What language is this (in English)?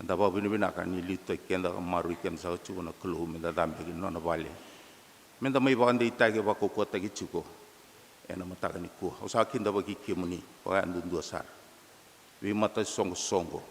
Fijian